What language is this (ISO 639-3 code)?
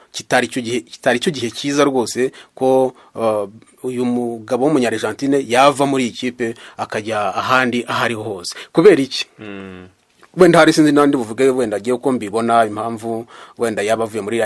kin